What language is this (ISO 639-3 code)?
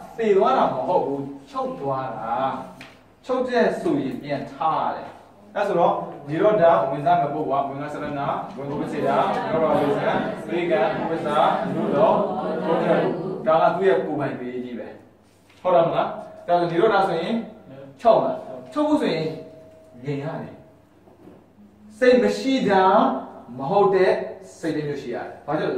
mya